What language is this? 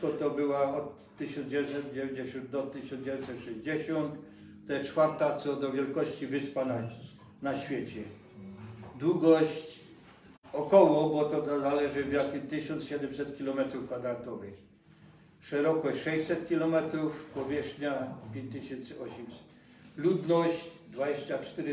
Silesian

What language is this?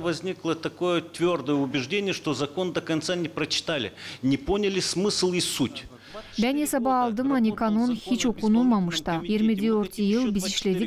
Gagauz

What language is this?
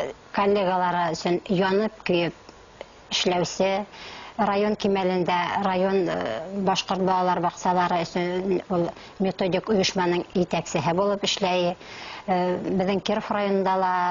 Bashkir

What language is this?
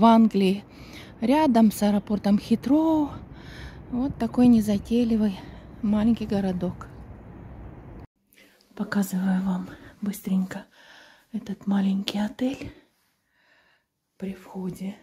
Russian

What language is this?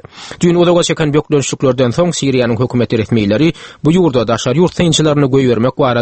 Turkmen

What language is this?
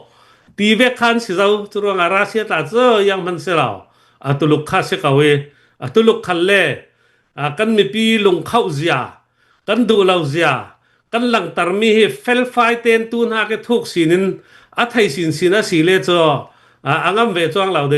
Hakha Chin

